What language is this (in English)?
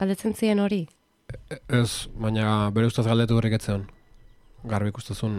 Basque